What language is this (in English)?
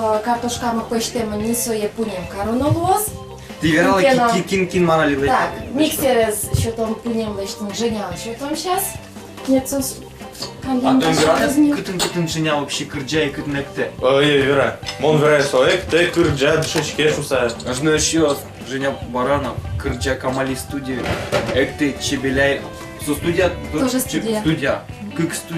Udmurt